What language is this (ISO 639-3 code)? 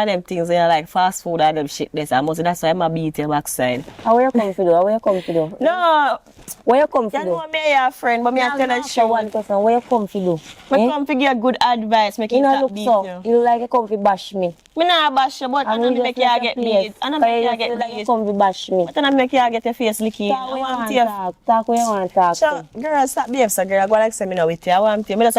jam